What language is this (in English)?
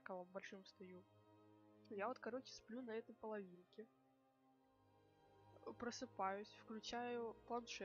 Russian